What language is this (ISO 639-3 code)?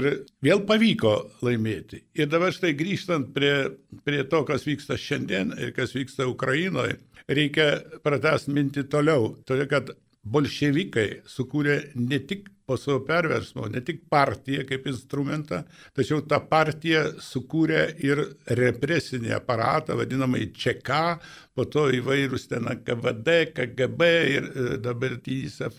lit